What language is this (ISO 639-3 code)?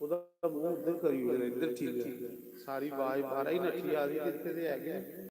doi